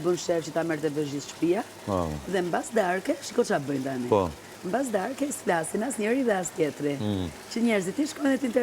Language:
Albanian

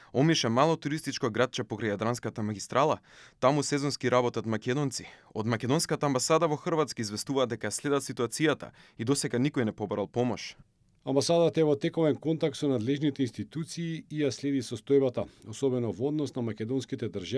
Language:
Macedonian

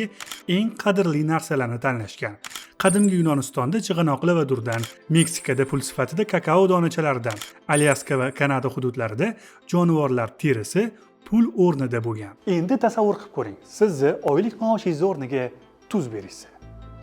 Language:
Uzbek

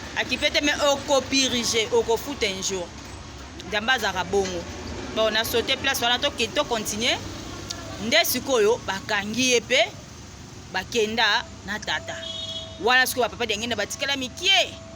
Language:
Lingala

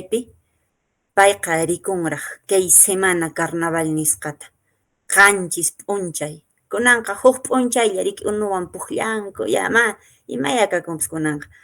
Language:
Quechua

